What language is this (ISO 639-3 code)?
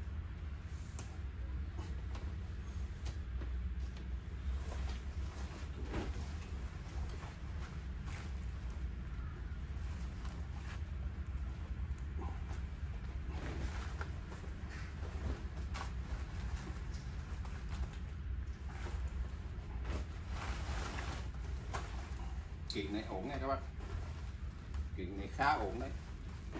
vie